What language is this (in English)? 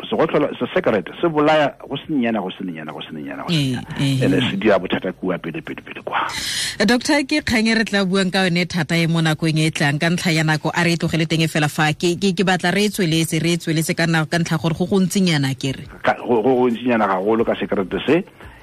Tswana